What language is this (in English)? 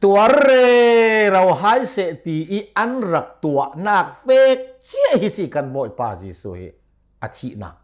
Hakha Chin